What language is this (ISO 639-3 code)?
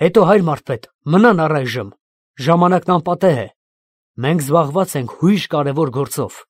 hye